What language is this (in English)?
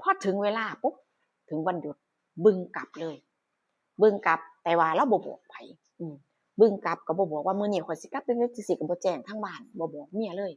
Northeastern Thai